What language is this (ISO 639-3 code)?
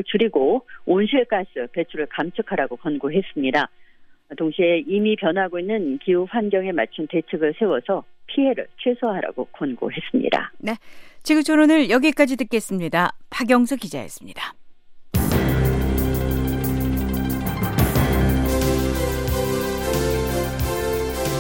kor